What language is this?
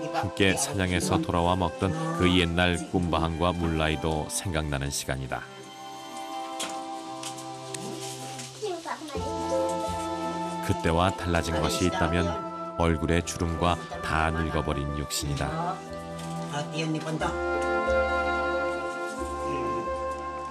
Korean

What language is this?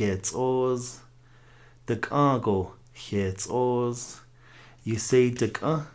Navajo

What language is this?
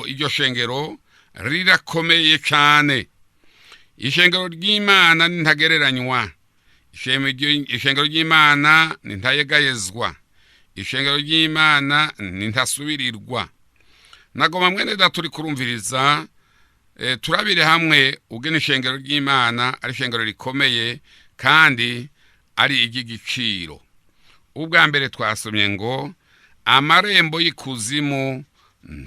Rundi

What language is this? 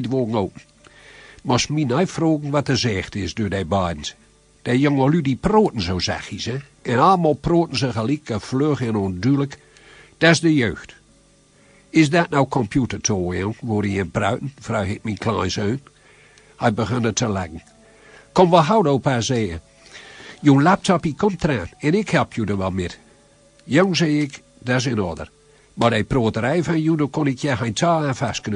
Gronings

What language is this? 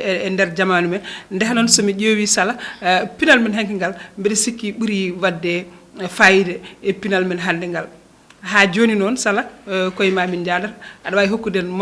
Fula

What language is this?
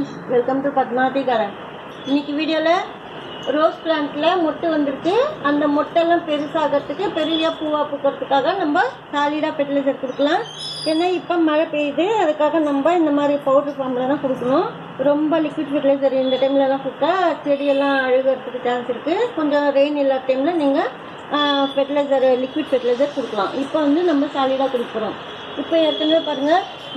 Tamil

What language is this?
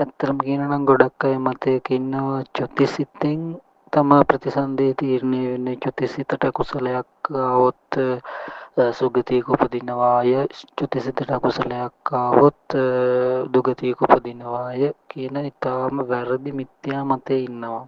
Sinhala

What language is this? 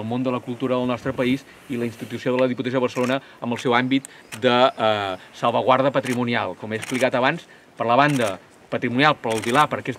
Catalan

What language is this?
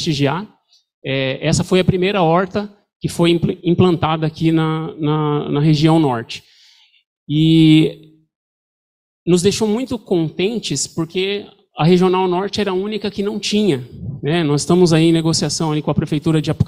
Portuguese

